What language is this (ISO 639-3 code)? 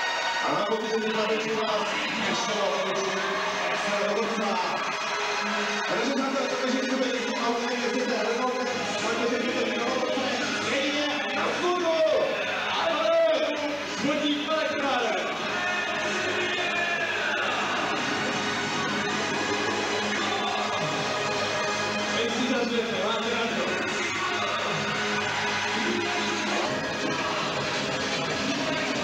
ces